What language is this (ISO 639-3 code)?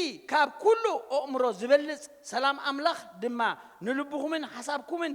tir